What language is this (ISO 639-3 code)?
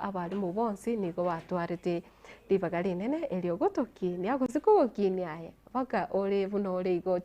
guz